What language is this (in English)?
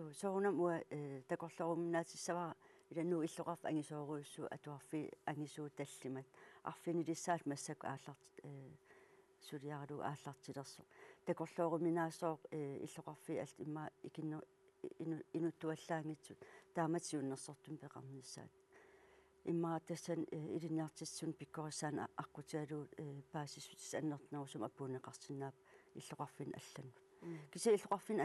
Kalaallisut